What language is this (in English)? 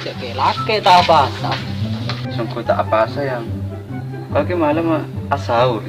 Madurese